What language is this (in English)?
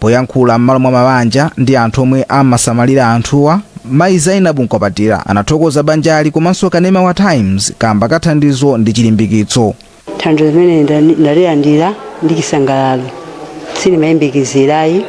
Nyanja